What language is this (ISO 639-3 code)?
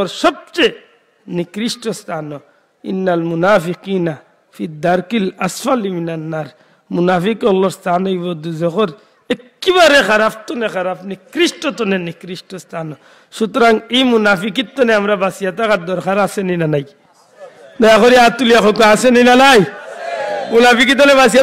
syl